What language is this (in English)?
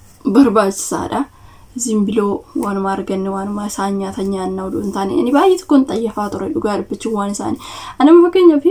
Oromo